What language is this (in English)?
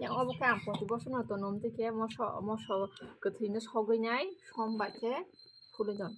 Kok Borok